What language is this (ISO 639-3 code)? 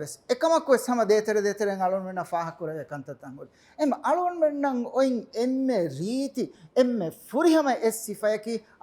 div